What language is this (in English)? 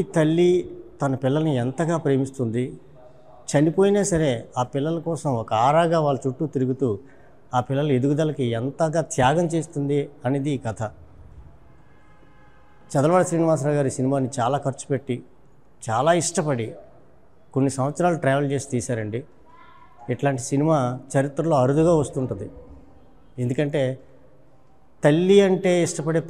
Telugu